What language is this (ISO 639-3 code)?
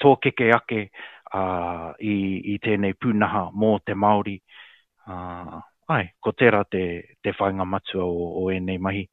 mri